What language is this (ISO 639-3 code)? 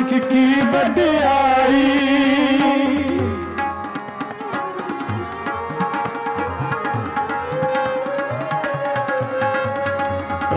pan